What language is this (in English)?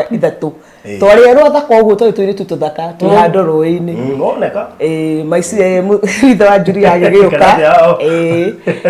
Kikuyu